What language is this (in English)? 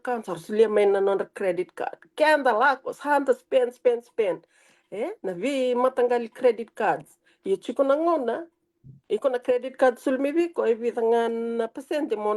Fijian